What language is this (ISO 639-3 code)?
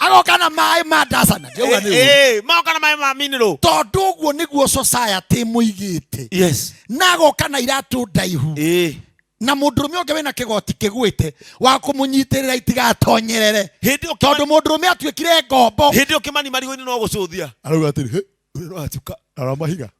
kik